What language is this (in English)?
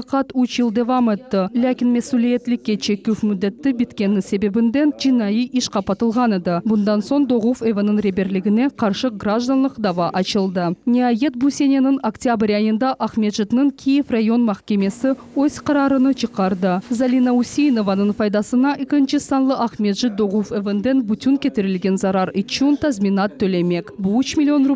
Crimean Tatar